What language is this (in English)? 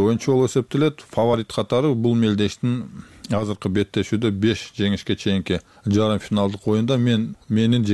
Kyrgyz